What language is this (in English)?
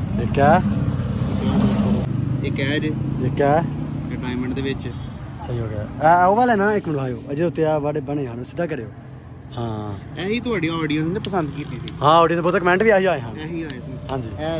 Punjabi